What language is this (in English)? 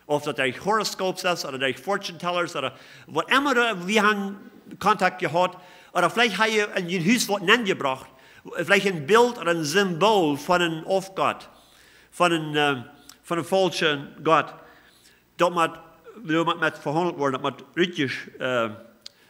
Plautdietsch